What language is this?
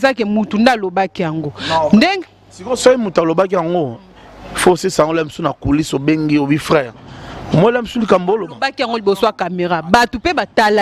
Lingala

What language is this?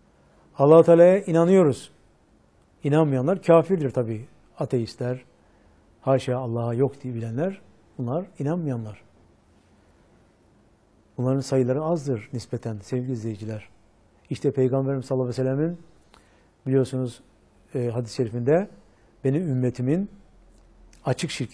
Turkish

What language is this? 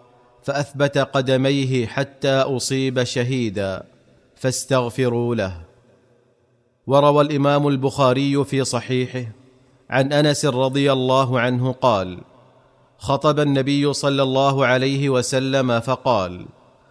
Arabic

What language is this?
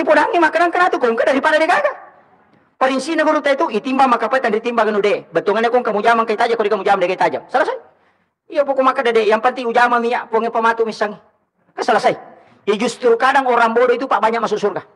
Buginese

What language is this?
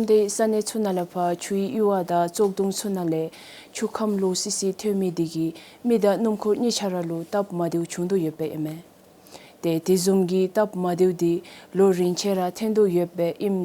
Dzongkha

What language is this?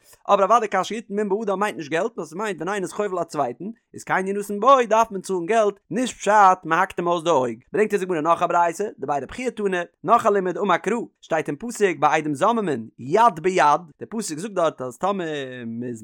Yiddish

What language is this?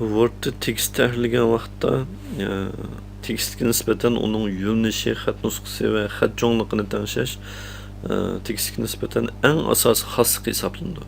Uyghur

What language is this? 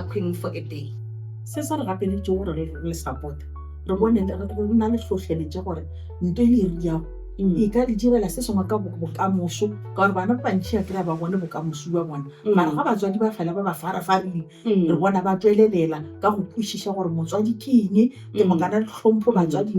Northern Sotho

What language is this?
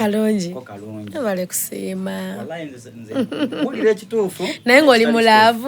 Soga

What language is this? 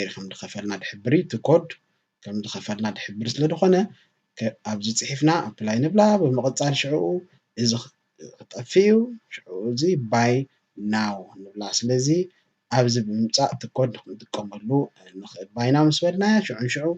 Tigrinya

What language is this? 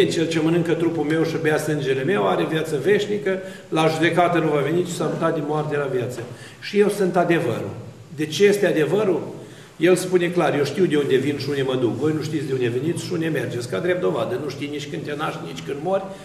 Romanian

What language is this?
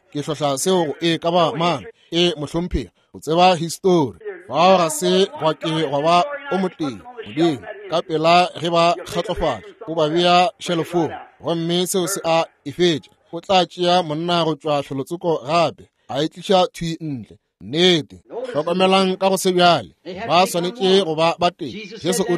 Northern Sotho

